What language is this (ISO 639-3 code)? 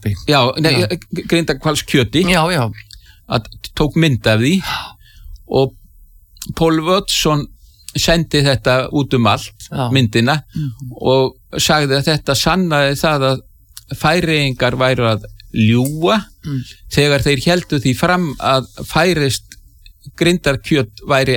isl